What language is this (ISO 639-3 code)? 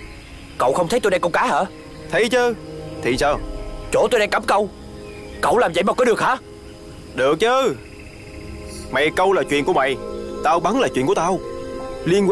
vie